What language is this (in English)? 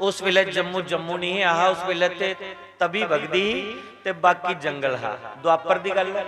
Dogri